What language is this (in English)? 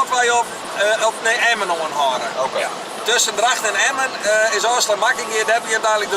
Western Frisian